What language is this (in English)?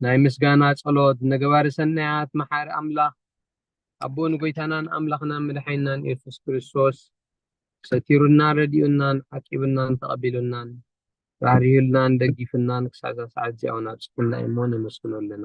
Tigrinya